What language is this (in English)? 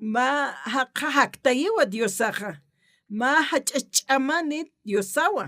Aymara